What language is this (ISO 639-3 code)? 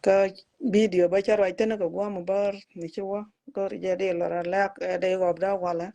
nus